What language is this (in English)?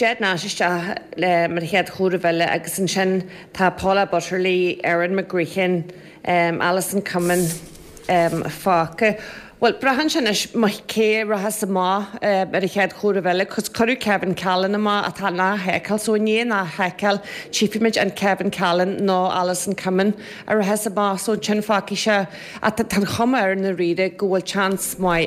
Irish